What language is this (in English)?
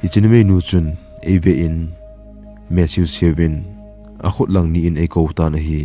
Thado Chin